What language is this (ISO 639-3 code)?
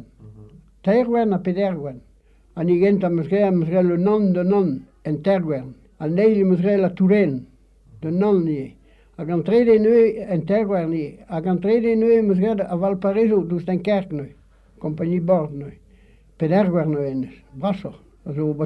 bre